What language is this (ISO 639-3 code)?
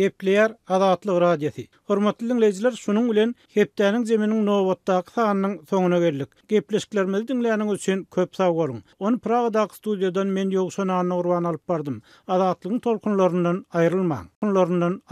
tuk